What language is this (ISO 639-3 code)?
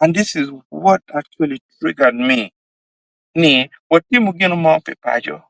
ach